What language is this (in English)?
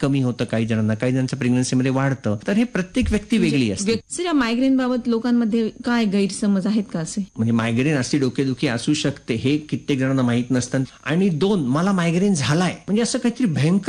Marathi